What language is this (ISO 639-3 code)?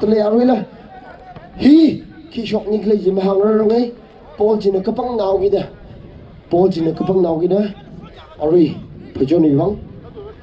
nmf